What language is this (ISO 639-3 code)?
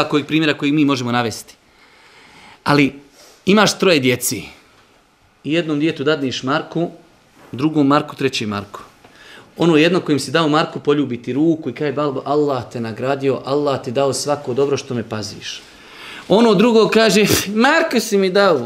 bos